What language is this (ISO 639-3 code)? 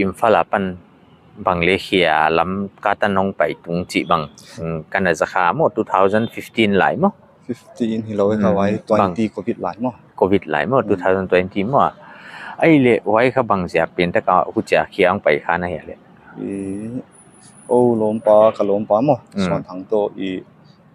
pck